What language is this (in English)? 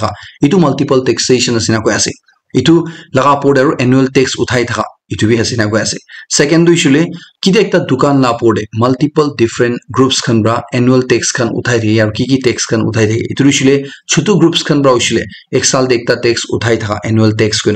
Naga Pidgin